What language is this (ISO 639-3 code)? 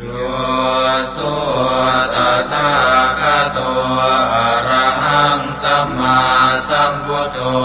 pli